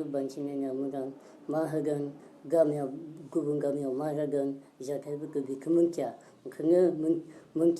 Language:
Bodo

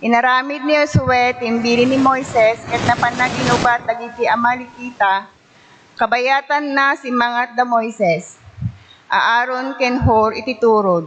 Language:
Iloko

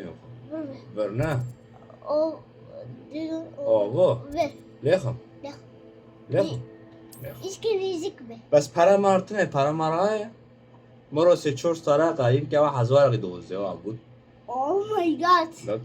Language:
Kurdish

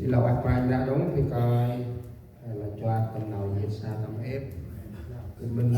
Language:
Central Mnong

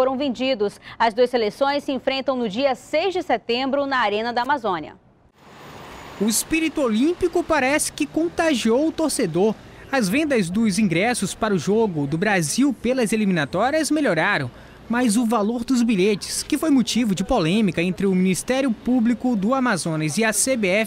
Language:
Portuguese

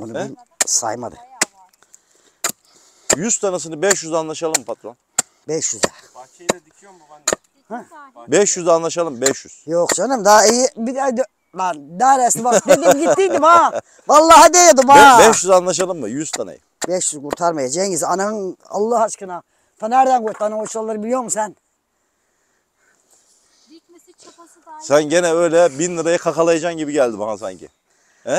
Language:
Turkish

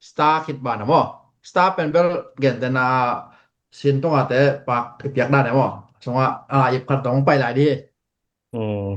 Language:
Tedim Chin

